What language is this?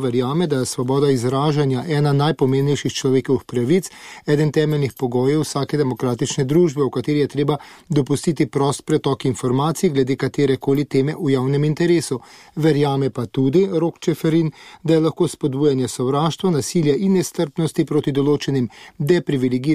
Slovenian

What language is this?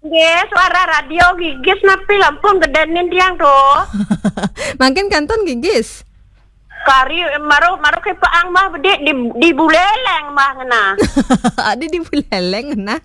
Balinese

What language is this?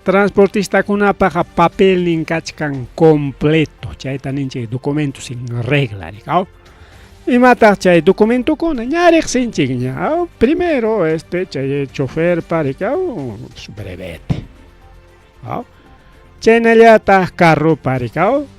Ayacucho Quechua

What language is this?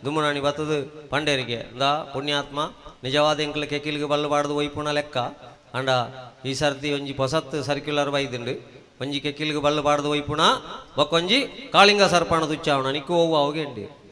Tulu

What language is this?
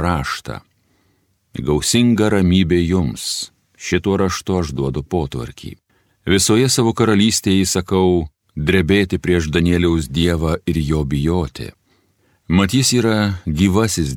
Lithuanian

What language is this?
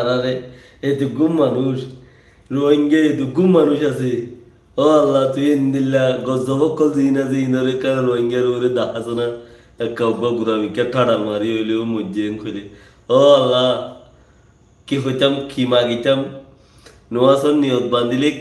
Rohingya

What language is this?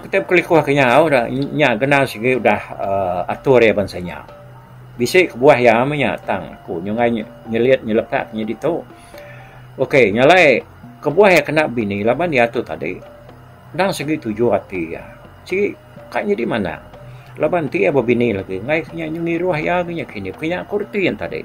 Iban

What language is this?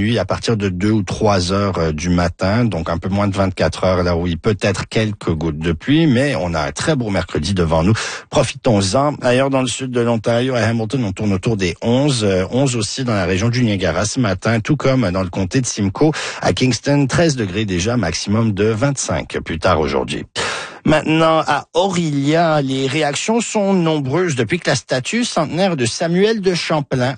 French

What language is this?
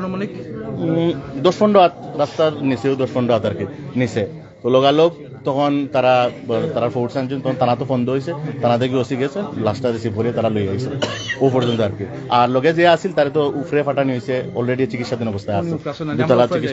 Sylheti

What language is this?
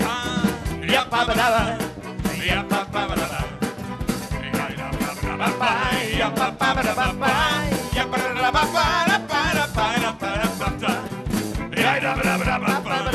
Hungarian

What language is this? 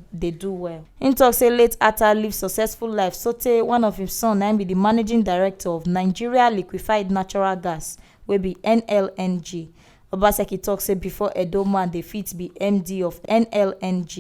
Nigerian Pidgin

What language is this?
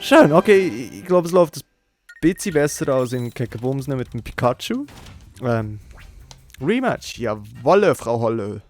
Swiss German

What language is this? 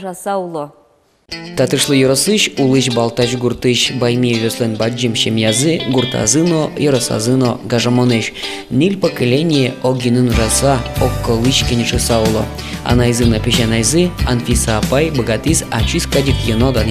Udmurt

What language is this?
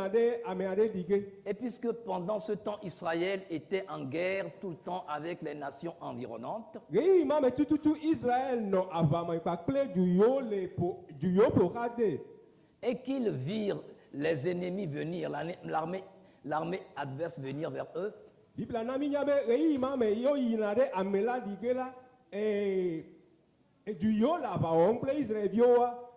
Ewe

